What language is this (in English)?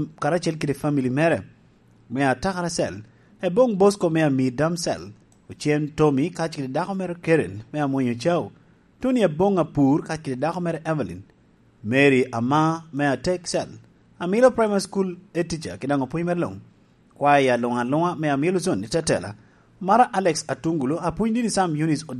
Lango (Uganda)